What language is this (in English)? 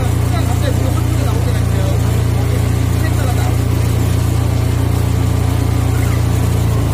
Korean